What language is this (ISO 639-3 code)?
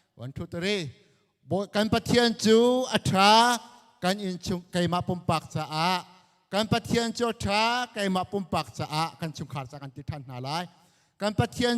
cnh